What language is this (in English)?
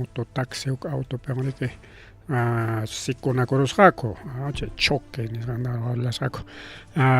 Ayacucho Quechua